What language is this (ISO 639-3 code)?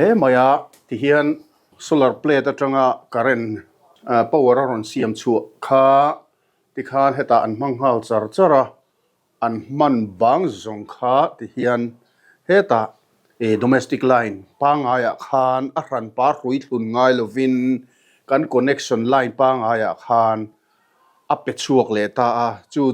lus